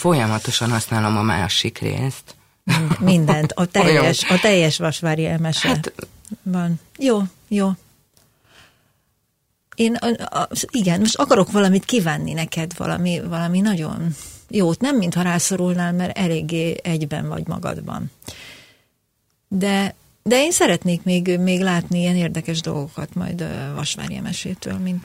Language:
Hungarian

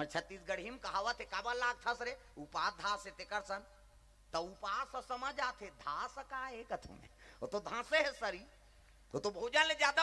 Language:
Chhattisgarhi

